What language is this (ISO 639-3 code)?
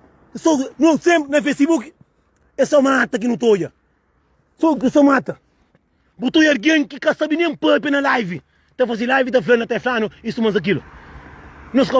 kea